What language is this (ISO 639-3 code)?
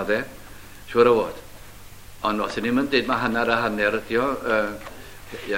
cym